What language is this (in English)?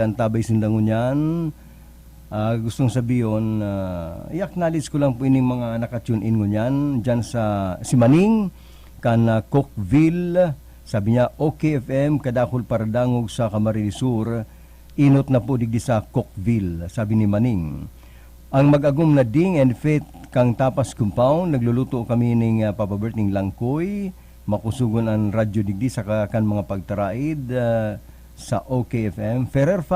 Bikol